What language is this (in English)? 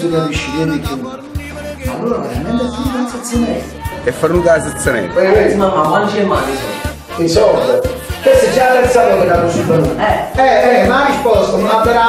Neapolitan